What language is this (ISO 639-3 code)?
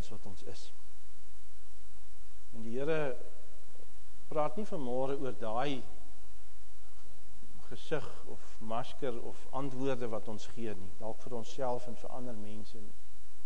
afr